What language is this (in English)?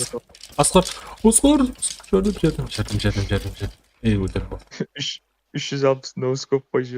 Kara-Kalpak